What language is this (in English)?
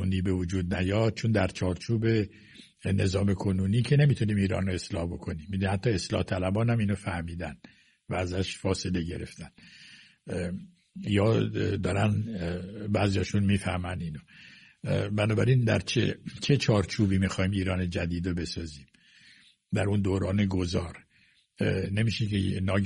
Persian